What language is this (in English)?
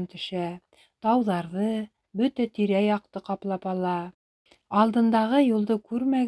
Bashkir